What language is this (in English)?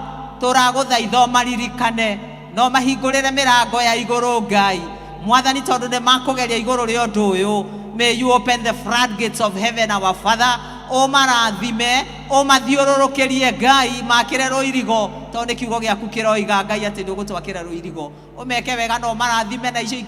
Kikuyu